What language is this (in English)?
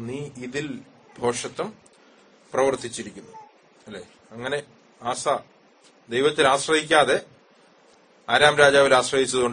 Malayalam